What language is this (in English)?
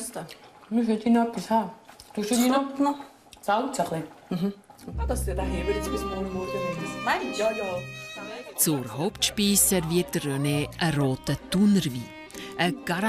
Swiss German